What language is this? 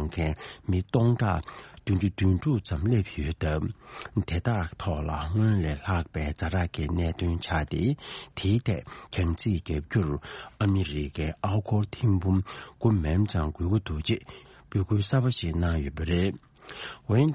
Tibetan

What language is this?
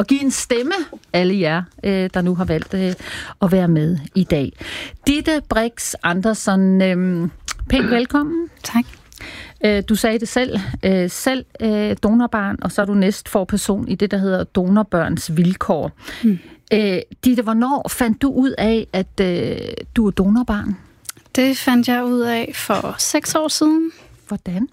Danish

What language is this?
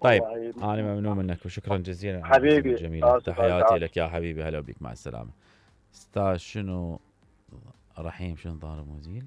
Mesopotamian Arabic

